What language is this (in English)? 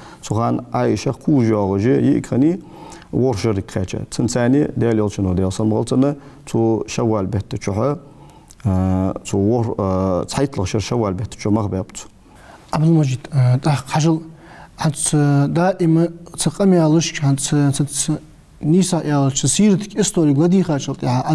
Ingush